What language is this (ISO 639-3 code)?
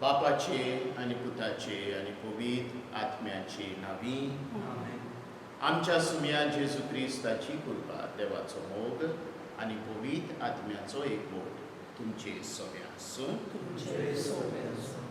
kok